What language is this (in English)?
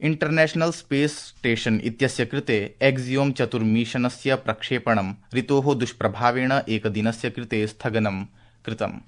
Sanskrit